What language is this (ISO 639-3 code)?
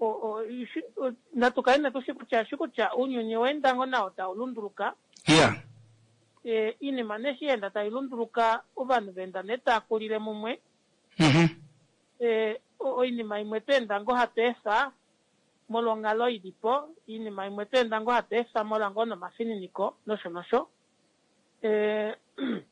kua